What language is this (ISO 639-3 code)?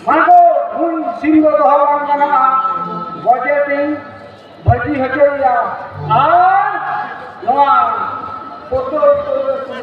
sat